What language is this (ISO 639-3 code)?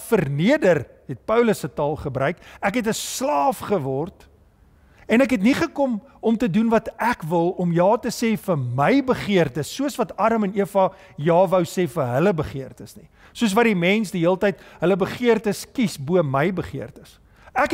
afr